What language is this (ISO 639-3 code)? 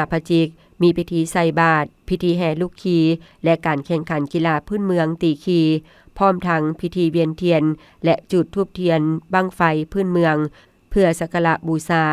lao